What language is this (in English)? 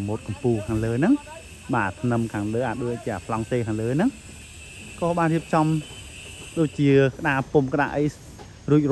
Khmer